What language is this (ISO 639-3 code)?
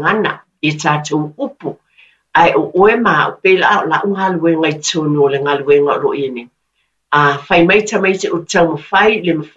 smo